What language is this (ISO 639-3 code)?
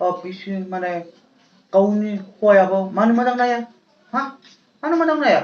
brx